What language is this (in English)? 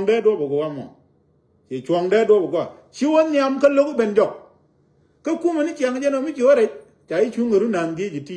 Nuer